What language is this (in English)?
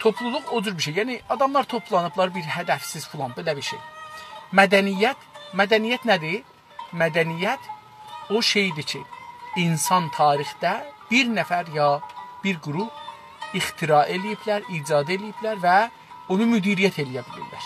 South Azerbaijani